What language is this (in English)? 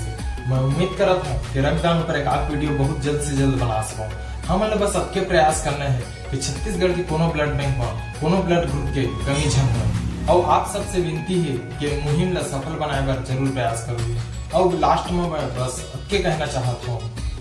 Chhattisgarhi